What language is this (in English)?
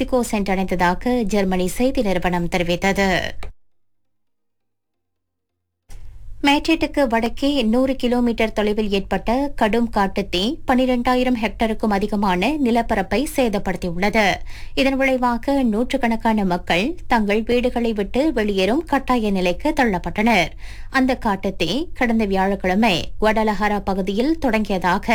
Tamil